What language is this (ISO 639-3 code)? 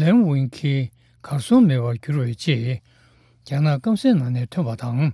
bod